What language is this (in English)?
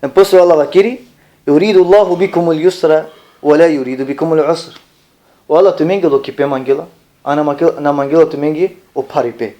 Balkan Romani